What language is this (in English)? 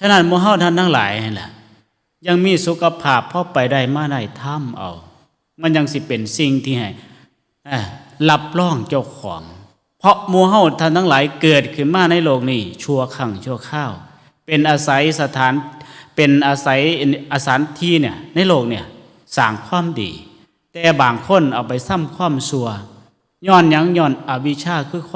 Northeastern Thai